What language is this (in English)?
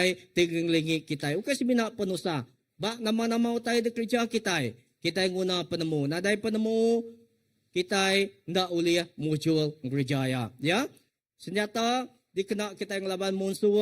Iban